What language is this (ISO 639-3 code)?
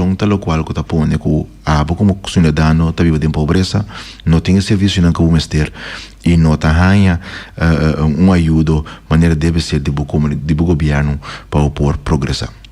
pap